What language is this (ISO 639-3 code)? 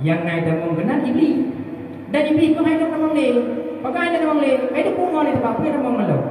ace